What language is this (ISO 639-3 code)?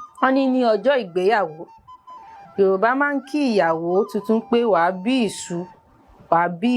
yor